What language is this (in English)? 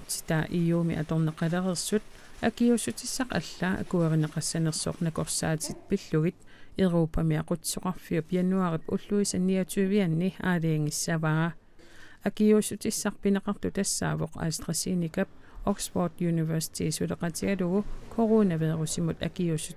Kalaallisut